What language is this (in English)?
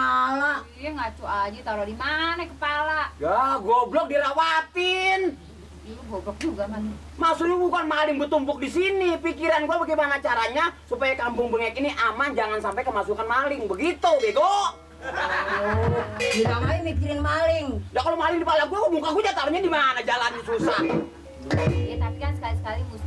Betawi